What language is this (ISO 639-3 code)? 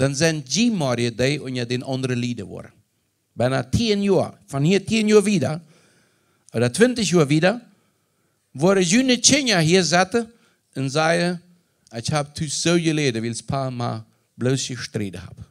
pdt